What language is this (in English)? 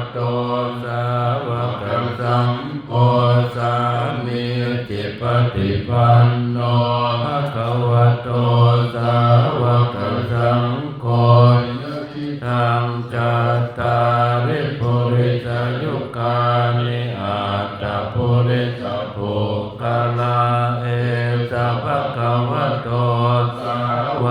Pali